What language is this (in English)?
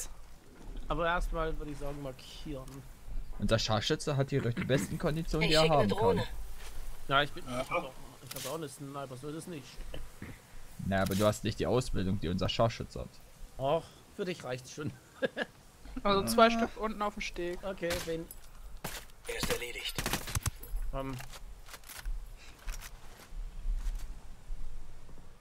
German